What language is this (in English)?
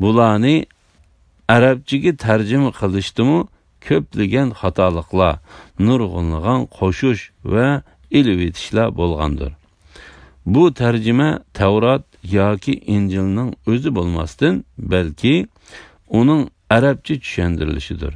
Uyghur